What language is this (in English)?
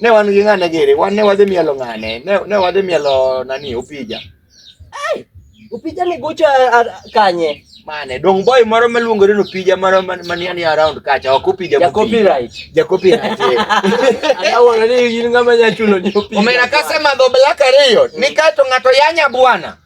Luo (Kenya and Tanzania)